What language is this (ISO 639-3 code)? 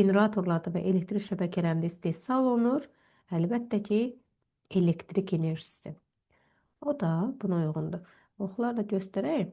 aze